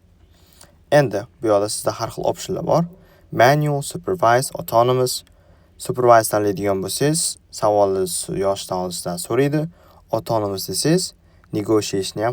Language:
Uzbek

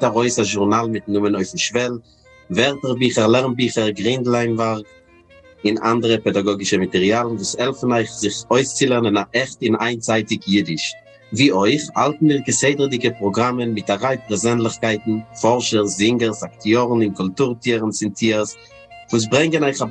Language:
Yiddish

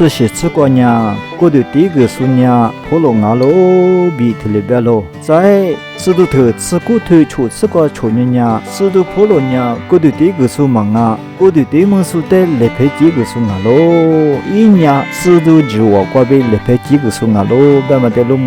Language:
Lisu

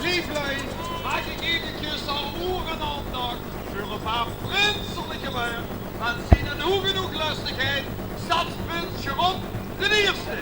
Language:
Limburgish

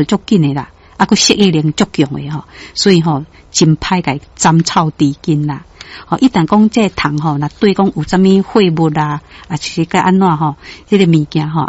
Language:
Min Nan Chinese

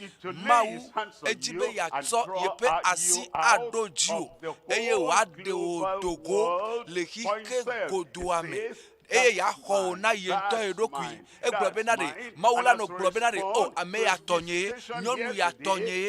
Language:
Ewe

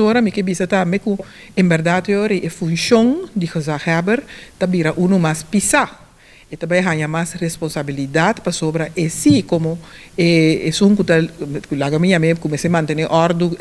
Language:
Papiamento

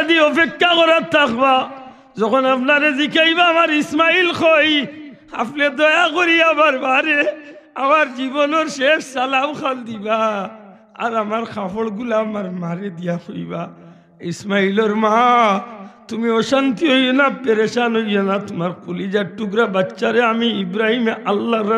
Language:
Sylheti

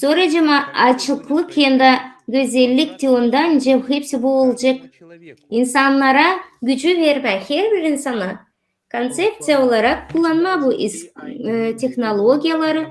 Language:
Gagauz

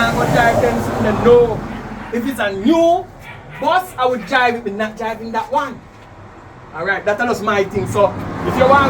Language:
Jamaican Creole English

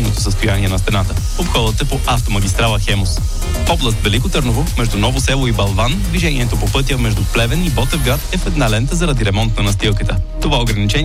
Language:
Bulgarian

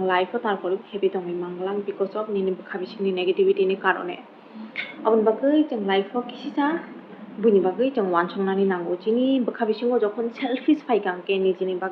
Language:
Kok Borok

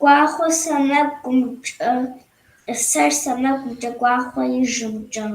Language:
Kabardian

